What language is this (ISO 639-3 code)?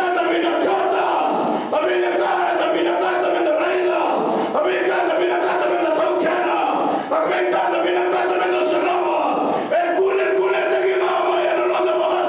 fij